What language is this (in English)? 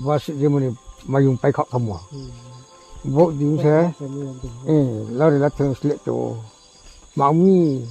Riang (India)